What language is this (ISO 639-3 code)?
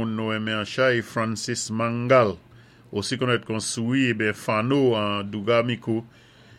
acf